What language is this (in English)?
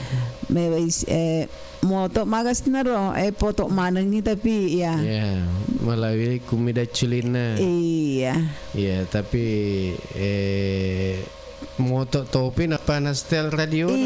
Buginese